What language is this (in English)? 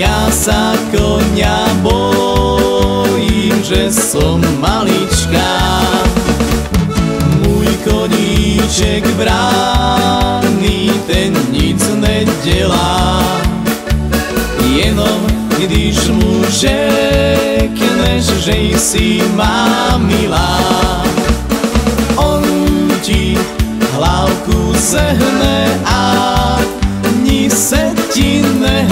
Slovak